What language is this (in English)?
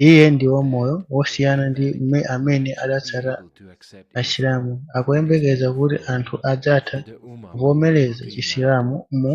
Nyanja